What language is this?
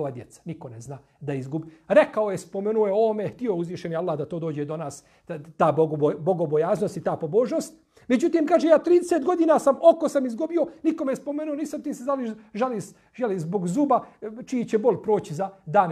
Bosnian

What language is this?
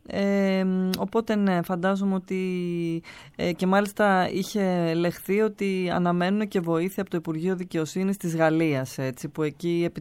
Greek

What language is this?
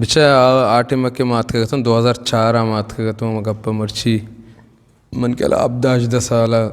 Eastern Balochi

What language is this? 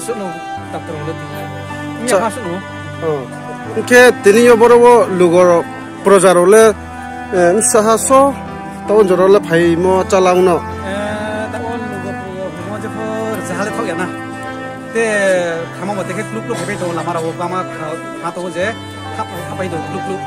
Riang (India)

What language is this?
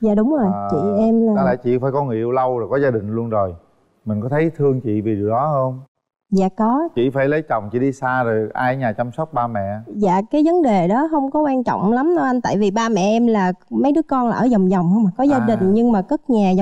Vietnamese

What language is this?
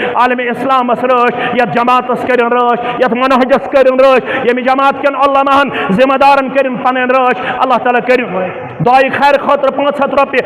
Kashmiri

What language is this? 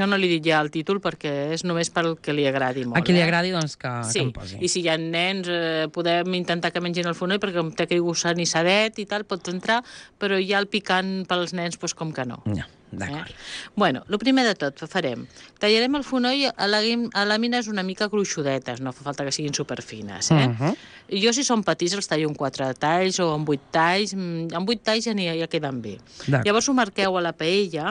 Catalan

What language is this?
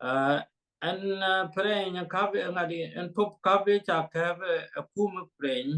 Nuer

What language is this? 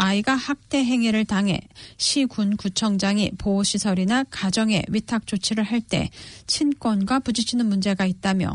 Korean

